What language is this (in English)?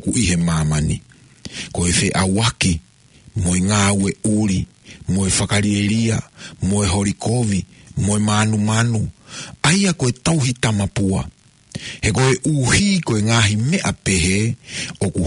Tongan